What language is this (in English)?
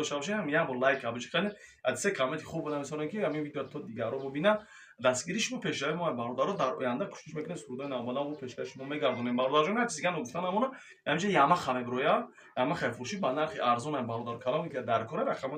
Tajik